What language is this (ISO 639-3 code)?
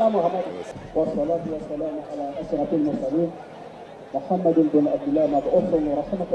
bam